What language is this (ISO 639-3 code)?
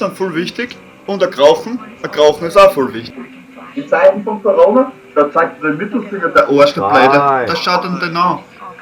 bar